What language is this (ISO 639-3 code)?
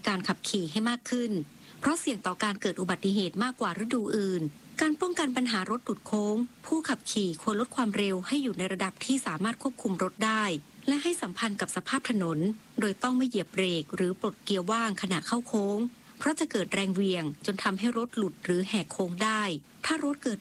tha